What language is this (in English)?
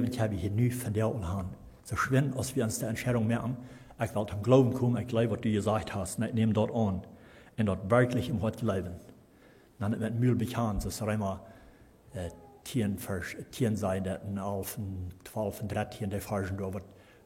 Plautdietsch